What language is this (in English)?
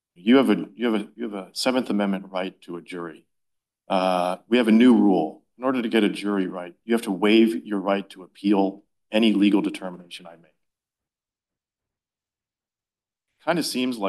English